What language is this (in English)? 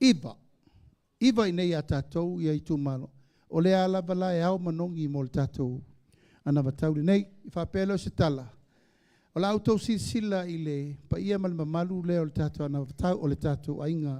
Samoan